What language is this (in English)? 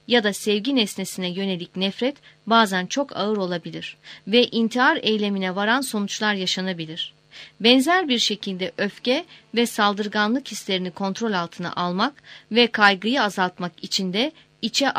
Turkish